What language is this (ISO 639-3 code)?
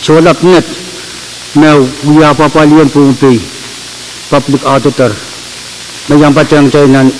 pon